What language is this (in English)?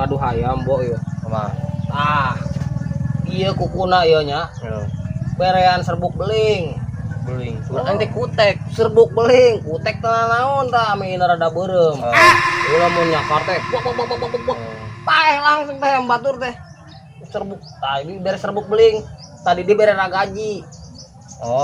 Sundanese